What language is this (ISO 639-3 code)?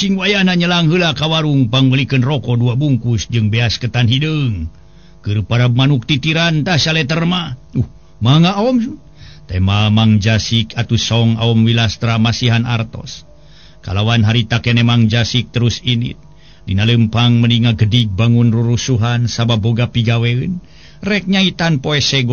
sun